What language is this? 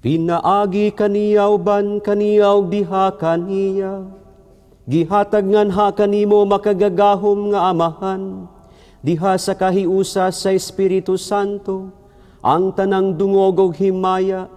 Cebuano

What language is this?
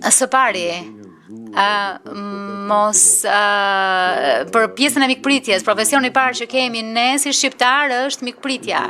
Albanian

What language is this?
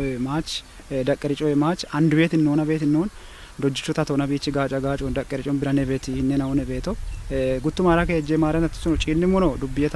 Kafa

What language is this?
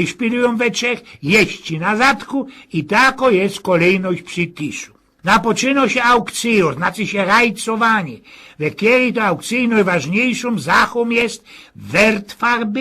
Silesian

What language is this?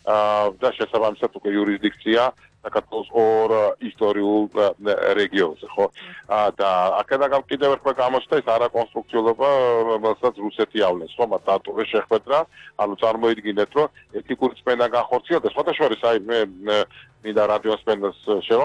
Georgian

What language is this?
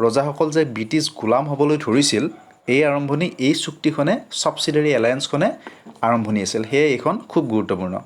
Assamese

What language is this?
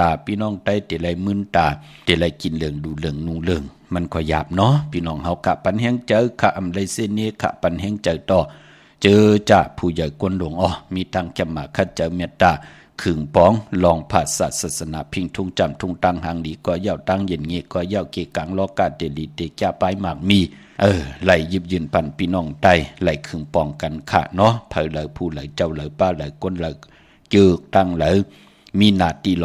Shan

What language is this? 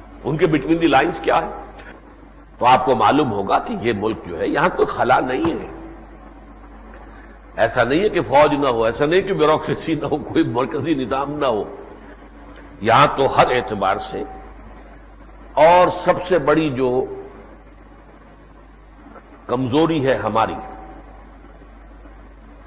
Urdu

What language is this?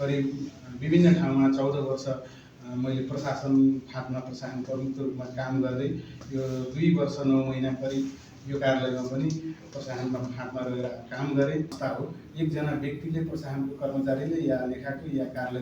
Nepali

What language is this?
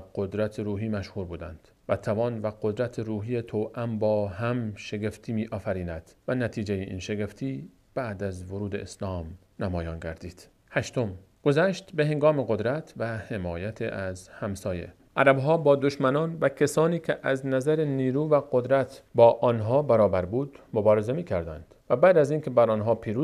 Persian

